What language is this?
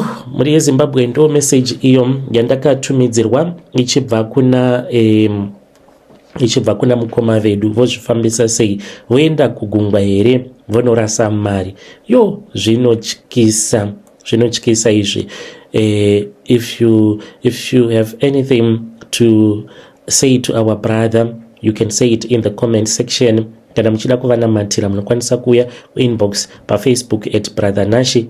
Shona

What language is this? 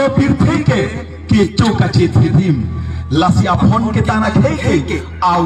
Karbi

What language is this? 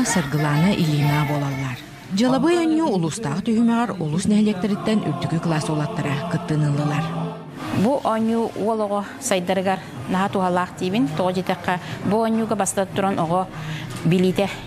Yakut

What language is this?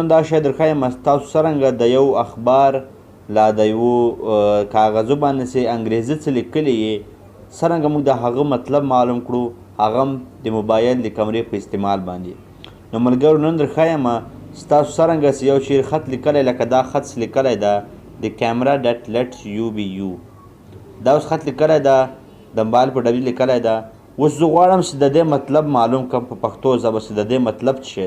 Pashto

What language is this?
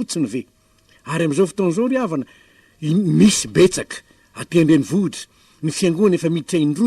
Malagasy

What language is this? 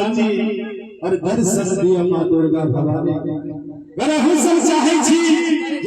Maithili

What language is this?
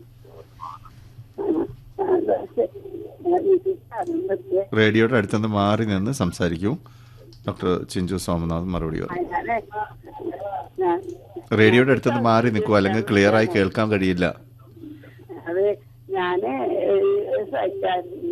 Malayalam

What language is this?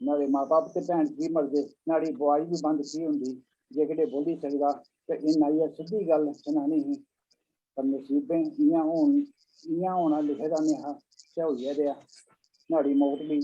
Dogri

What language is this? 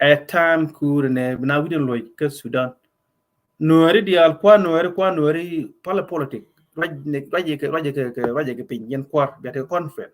Nuer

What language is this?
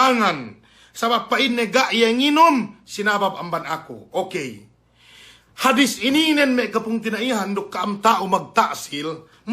Yakan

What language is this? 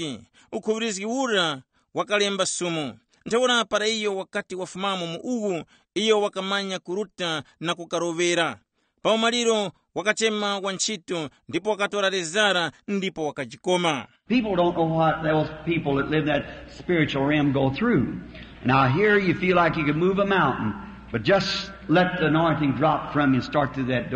Tumbuka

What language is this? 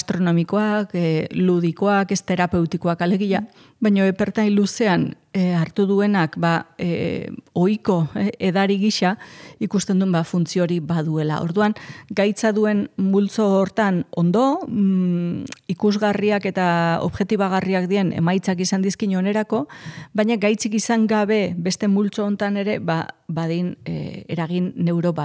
Basque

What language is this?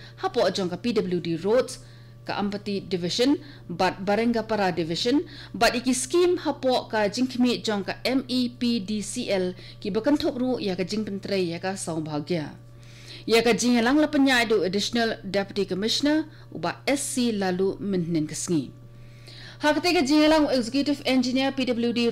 Khasi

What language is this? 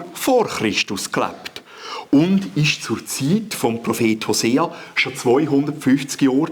Swiss German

